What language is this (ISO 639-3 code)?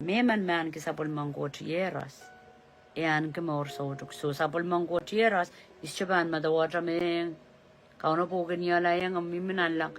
pon